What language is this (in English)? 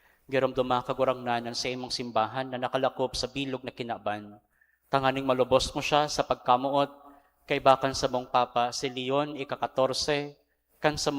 Bikol